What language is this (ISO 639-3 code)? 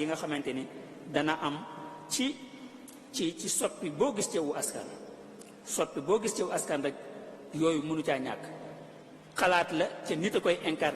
wol